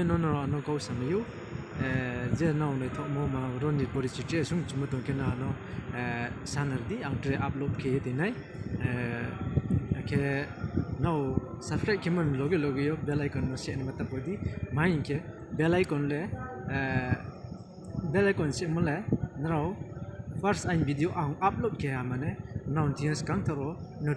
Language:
Riang (India)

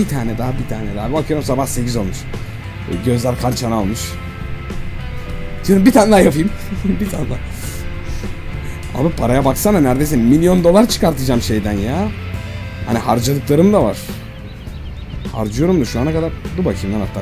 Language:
Turkish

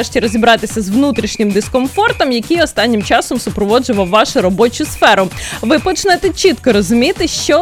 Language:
Ukrainian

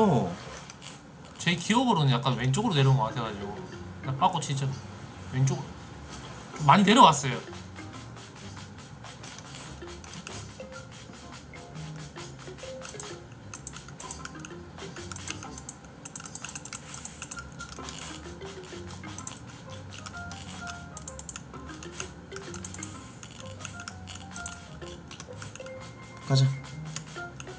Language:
Korean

